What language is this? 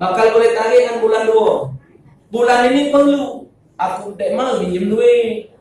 Musi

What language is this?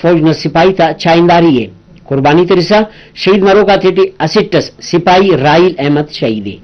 Brahui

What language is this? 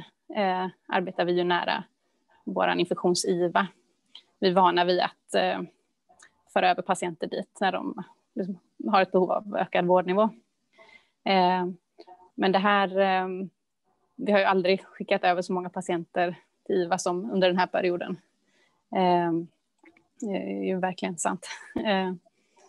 Swedish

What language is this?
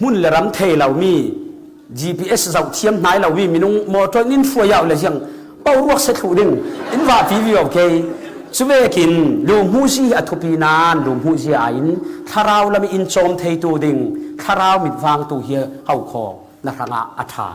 Falam Chin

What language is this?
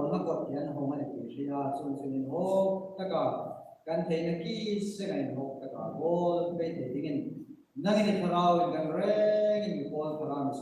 Hmar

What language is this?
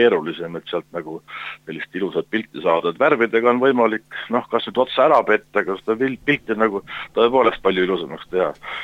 Estonian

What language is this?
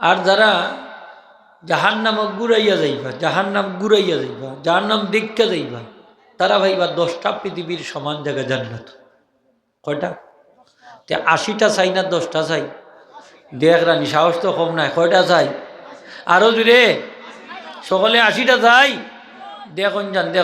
Sylheti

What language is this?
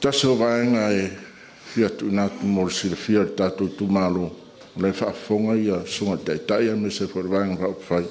Samoan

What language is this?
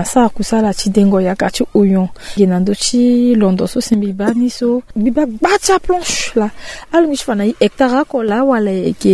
Sango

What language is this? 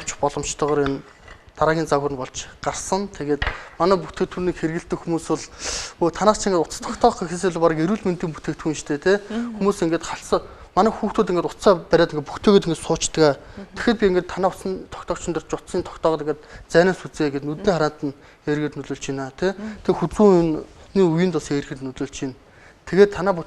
Mongolian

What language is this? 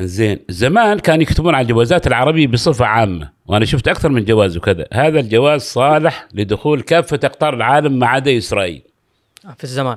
Gulf Arabic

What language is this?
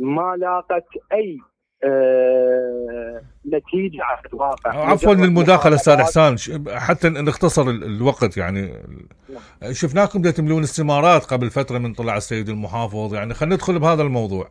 Mesopotamian Arabic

